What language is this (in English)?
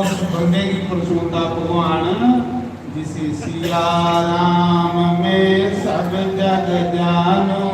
Dogri